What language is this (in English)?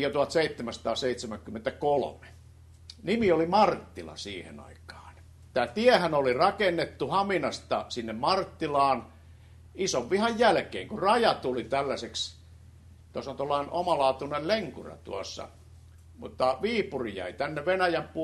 Finnish